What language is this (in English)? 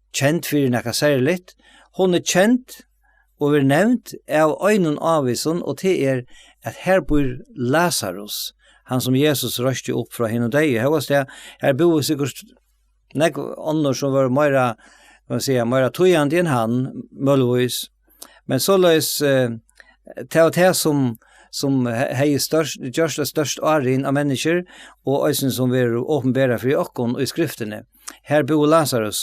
Faroese